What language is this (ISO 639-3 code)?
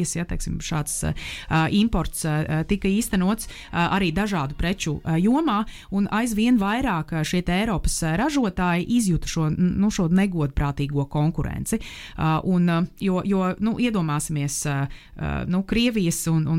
lav